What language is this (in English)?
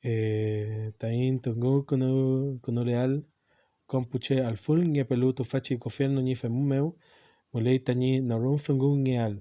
Mapuche